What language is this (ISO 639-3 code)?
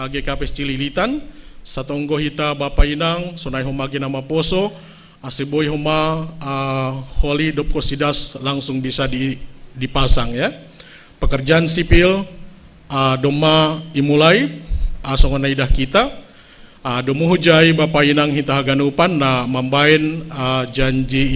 bts